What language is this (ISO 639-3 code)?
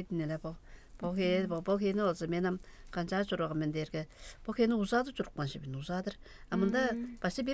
tyv